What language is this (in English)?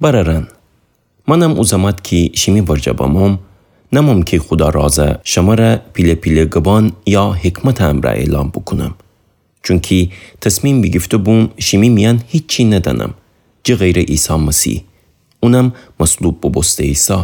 Gilaki